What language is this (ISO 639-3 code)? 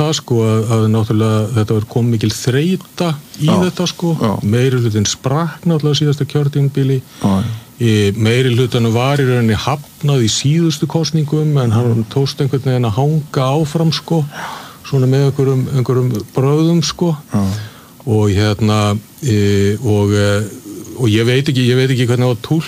isl